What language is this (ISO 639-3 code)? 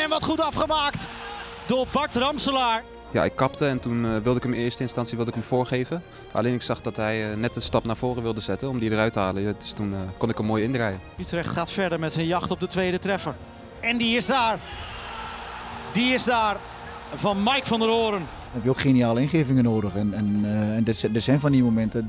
nld